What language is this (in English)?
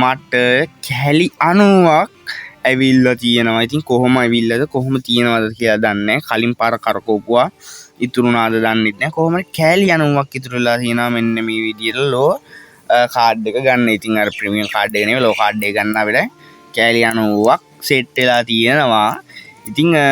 Sinhala